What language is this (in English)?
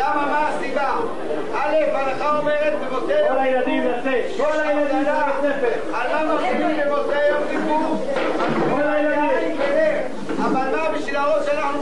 Hebrew